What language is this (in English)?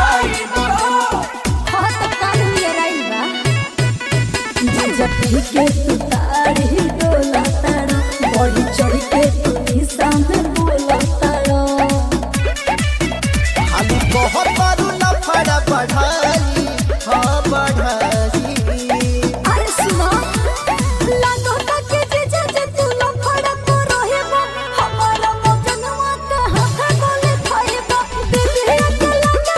Bhojpuri